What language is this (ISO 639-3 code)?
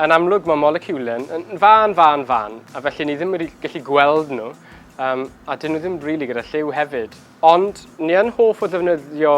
cym